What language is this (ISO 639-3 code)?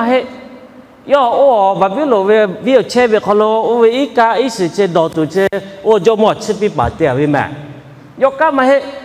lhu